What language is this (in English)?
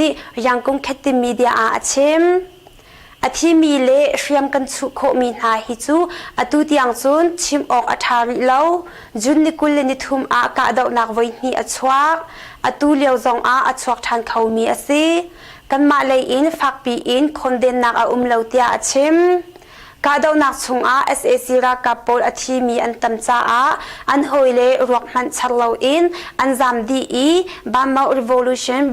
Hakha Chin